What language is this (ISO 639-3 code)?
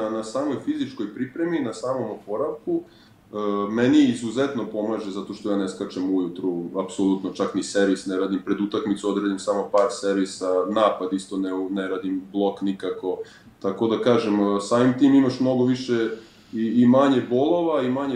srp